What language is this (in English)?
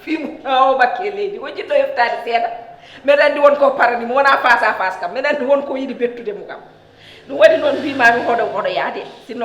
Fula